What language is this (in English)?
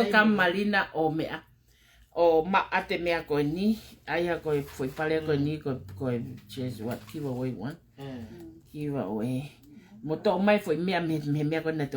Tongan